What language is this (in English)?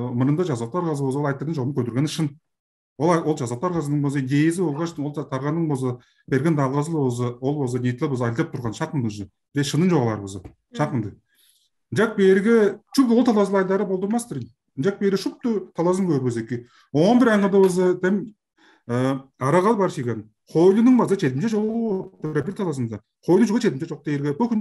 Tuvinian